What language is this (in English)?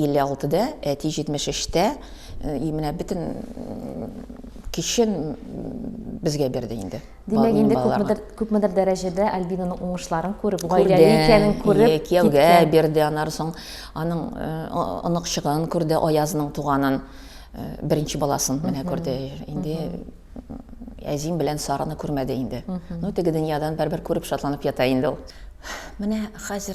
Tatar